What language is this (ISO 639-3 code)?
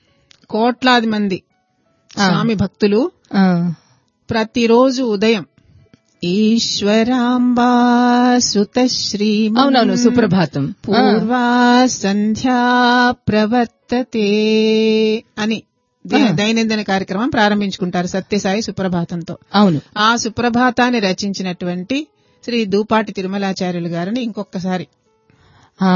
tel